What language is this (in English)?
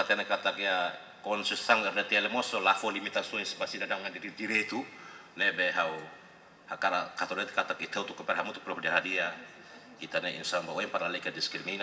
Tetum